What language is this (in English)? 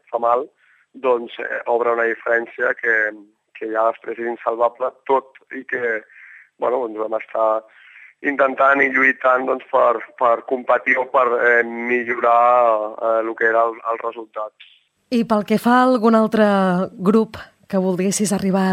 Catalan